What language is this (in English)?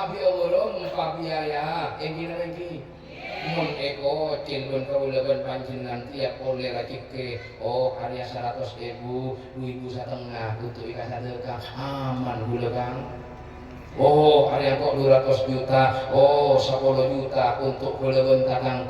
Madurese